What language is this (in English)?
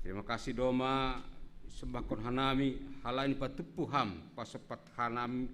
Batak Simalungun